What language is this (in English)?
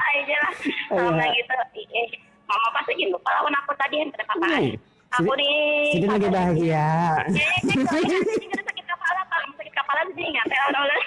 Banjar